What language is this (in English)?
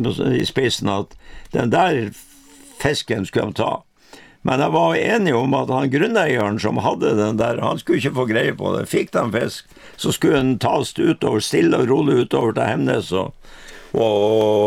Norwegian